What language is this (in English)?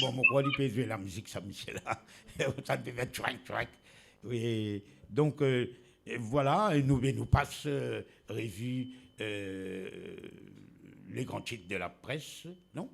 Morisyen